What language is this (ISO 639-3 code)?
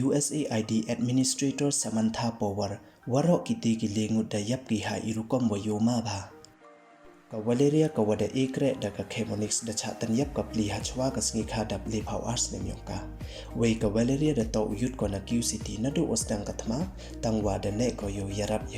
pbv